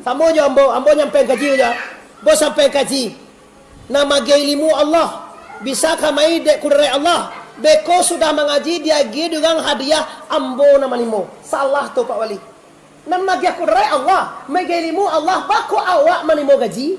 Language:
Minangkabau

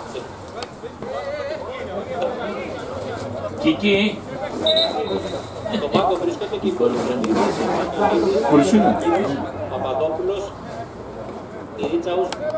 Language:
Greek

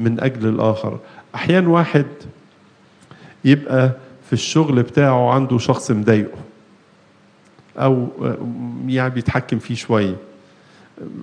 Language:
Egyptian Arabic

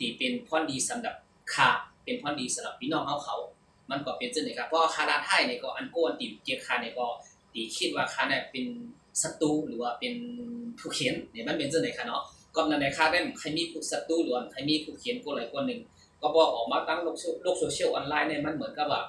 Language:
Shan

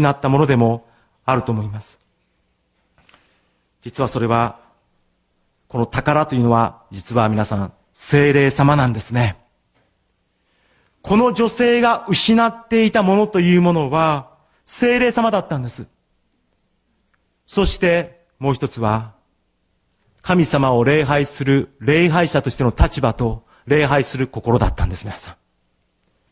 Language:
Japanese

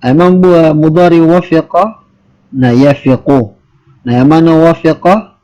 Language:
Maranao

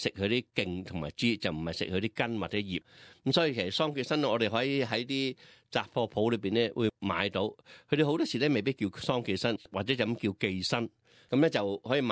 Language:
Cantonese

